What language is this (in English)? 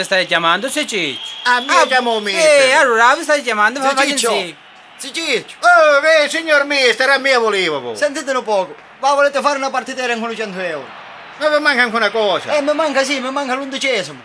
Sicilian